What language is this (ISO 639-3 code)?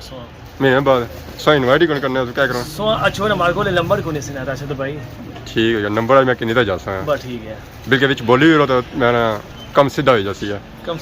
phr